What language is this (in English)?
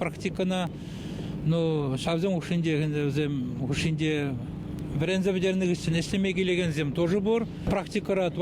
Chuvash